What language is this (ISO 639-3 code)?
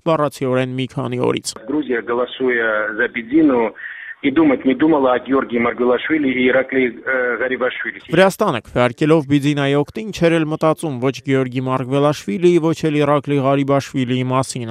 hye